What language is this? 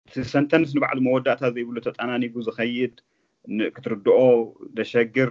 Tigrinya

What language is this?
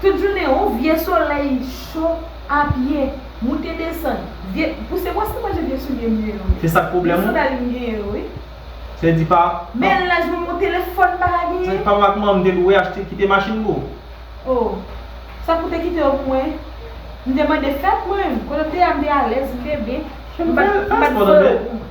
Haitian Creole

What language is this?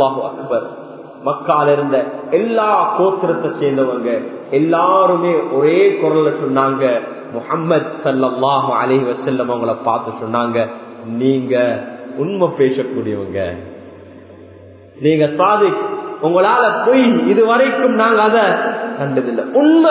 Tamil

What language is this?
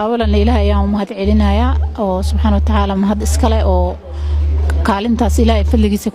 Somali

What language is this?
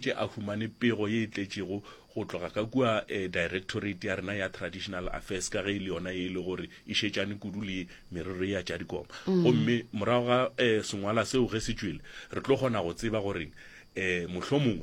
Northern Sotho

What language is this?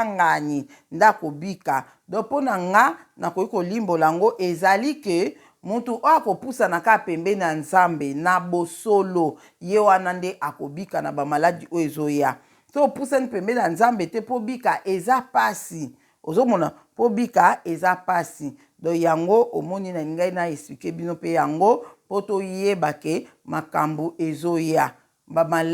Lingala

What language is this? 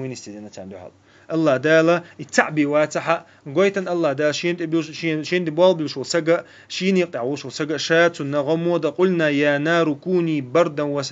Chechen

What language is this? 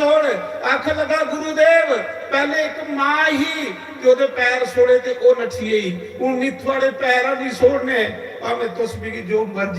Dogri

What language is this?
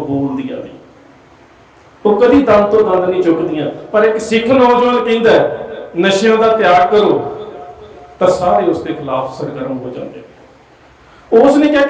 Punjabi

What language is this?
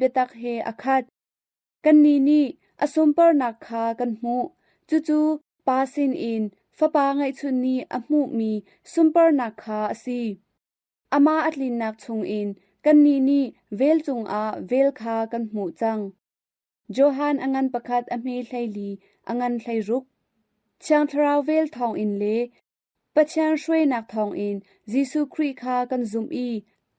Hakha Chin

